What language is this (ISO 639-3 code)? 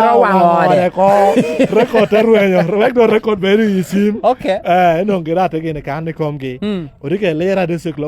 laj